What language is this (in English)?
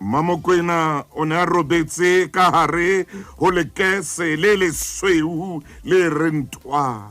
Southern Sotho